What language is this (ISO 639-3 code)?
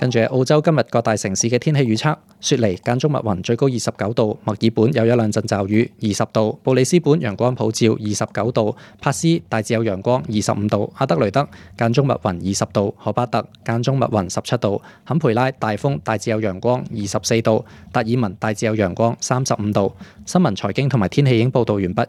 yue